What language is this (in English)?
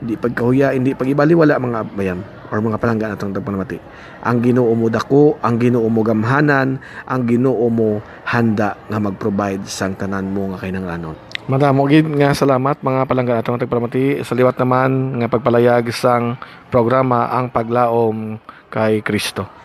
Hiligaynon